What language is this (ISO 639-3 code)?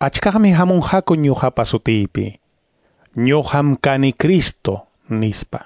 que